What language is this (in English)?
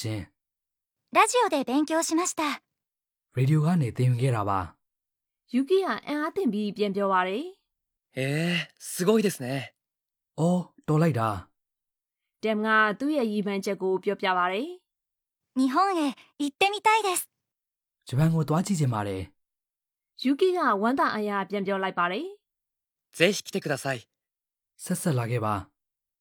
Burmese